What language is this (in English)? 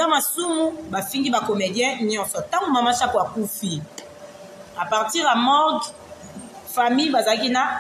Lingala